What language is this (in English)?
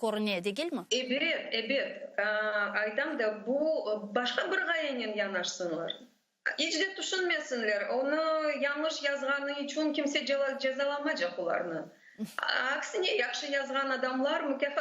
Crimean Tatar